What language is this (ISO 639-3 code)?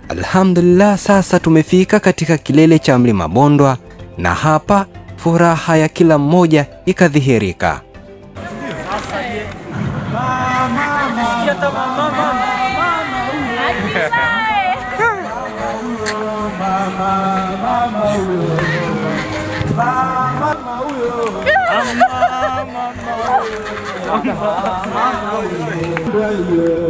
swa